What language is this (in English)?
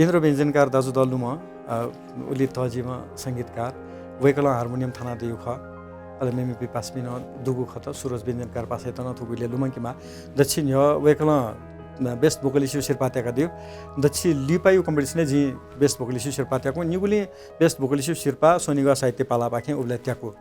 Newari